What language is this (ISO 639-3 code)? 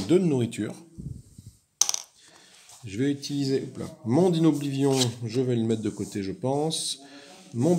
fra